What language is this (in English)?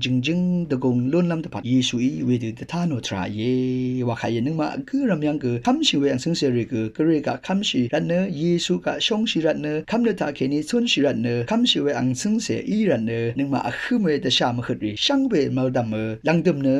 Rawang